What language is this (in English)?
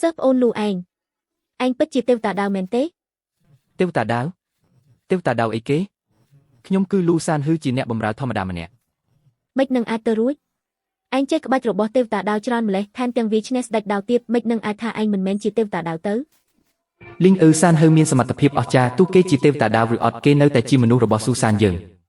Khmer